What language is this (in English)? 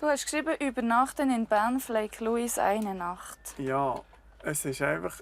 Swiss German